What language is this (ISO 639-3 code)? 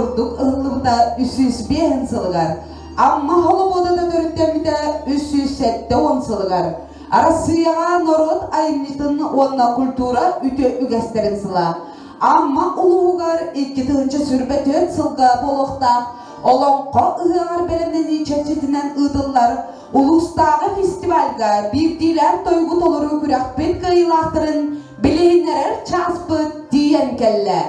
sah